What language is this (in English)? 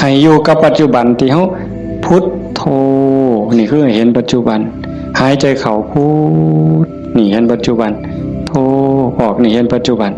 Northeastern Thai